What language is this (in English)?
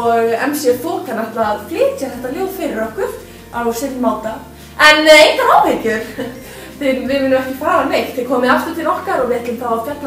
Icelandic